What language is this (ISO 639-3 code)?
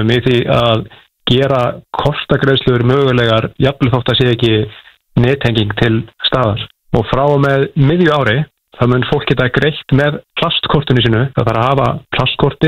isl